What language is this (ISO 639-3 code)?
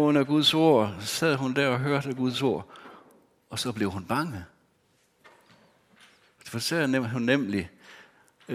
dan